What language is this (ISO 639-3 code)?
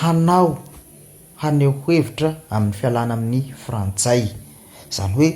mlg